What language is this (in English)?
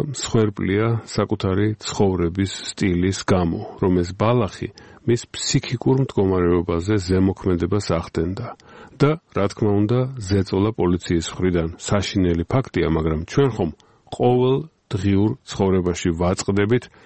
Georgian